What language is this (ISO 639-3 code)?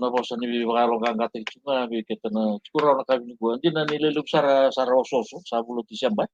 fij